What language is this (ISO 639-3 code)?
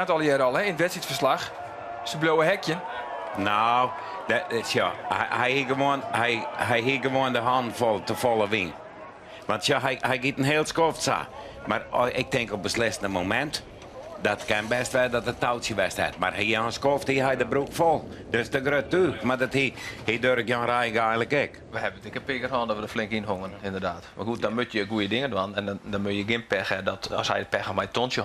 fry